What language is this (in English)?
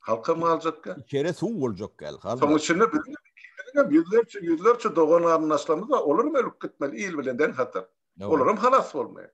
Turkmen